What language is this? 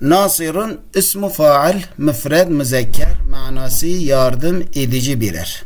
Kurdish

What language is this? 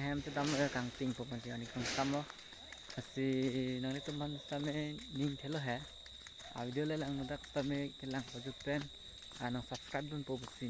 Karbi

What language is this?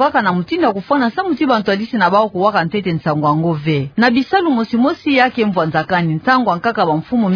Kituba (Democratic Republic of Congo)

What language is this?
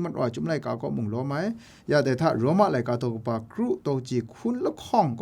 Kachin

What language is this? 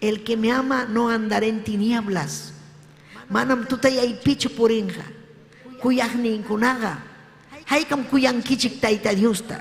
Ayacucho Quechua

